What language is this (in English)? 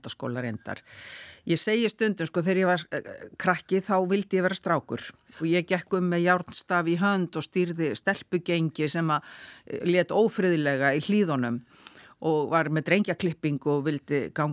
Icelandic